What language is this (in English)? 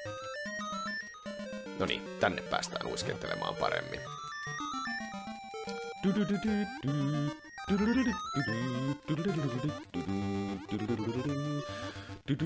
Finnish